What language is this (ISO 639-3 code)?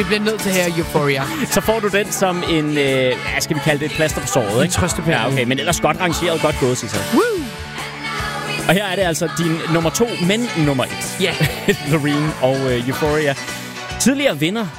dan